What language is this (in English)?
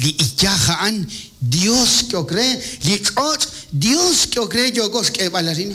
Kekchí